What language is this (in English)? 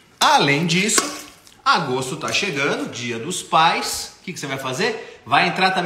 Portuguese